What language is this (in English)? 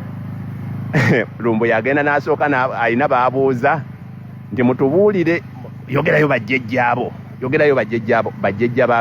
Ganda